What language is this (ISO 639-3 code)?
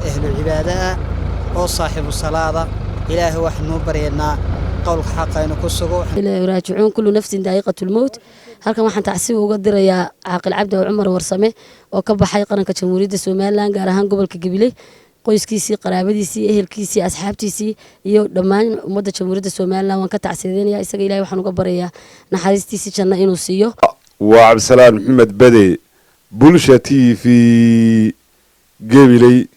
som